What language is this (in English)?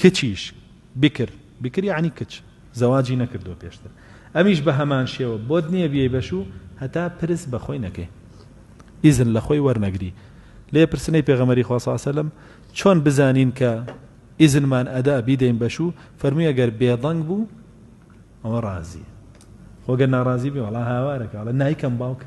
Central Kurdish